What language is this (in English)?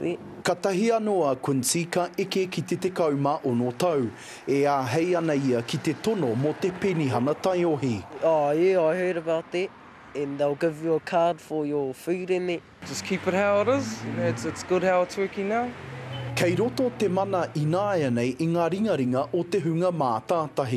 Māori